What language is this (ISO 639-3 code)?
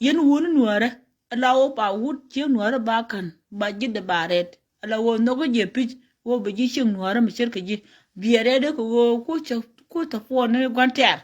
nus